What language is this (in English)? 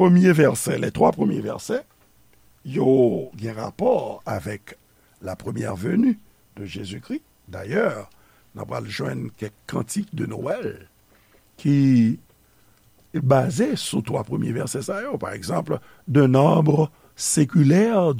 Haitian Creole